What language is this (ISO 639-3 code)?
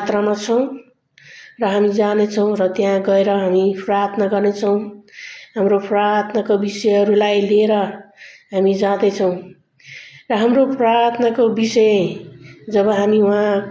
nep